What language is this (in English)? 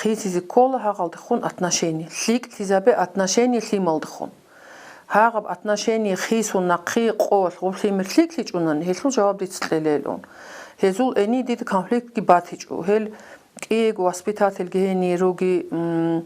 Avaric